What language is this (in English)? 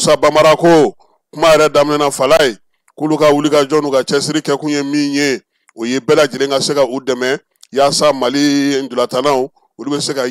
Bambara